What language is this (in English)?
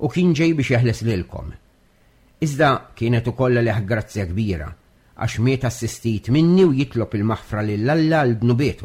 Maltese